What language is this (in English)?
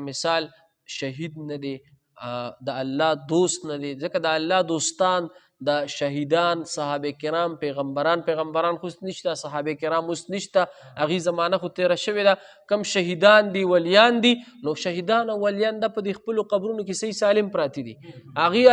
Pashto